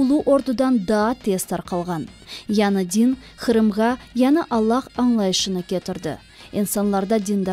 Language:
Crimean Tatar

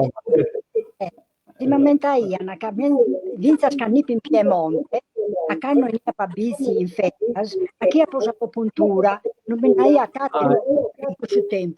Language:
Sardinian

